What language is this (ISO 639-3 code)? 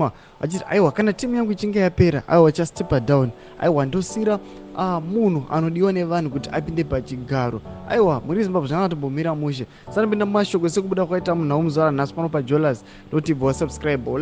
sna